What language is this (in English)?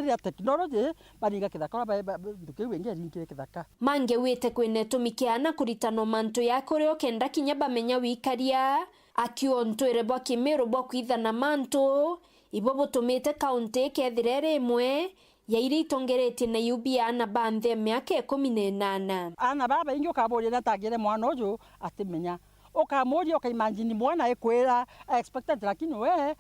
Meru